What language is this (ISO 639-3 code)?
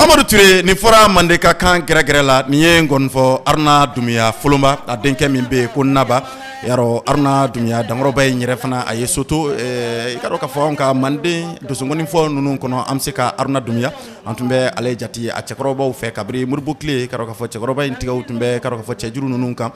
bam